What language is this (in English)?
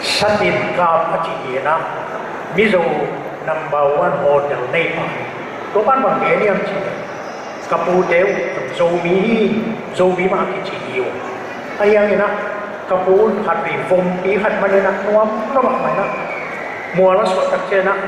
Tedim Chin